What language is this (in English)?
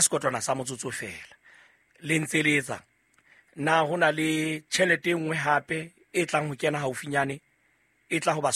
Southern Sotho